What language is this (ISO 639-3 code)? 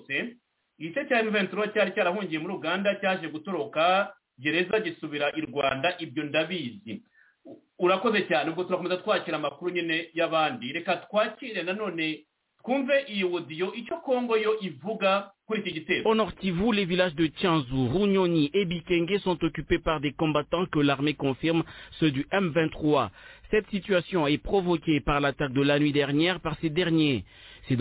kin